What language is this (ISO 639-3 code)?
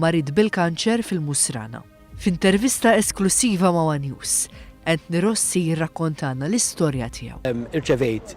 mlt